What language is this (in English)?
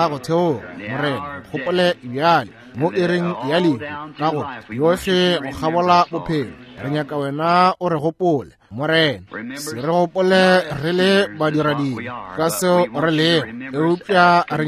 Northern Sotho